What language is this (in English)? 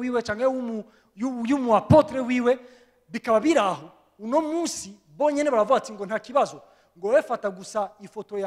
Rundi